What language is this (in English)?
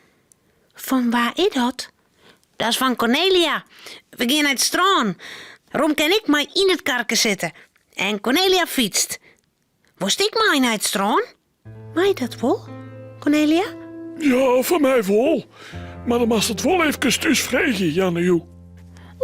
Western Frisian